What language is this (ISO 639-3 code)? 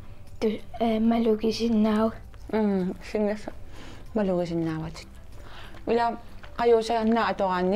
kal